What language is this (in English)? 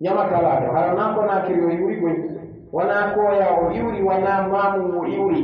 Pular